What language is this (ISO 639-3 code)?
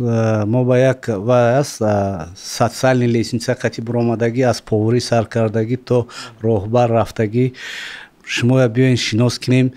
tgk